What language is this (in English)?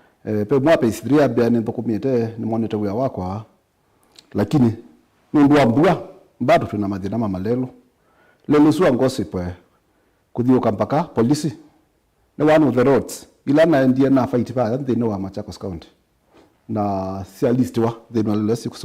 Kamba